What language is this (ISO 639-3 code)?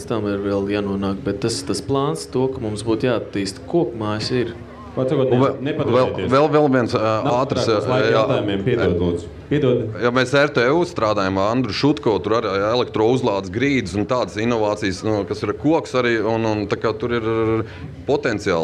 lav